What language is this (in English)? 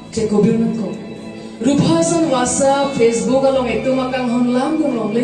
Karbi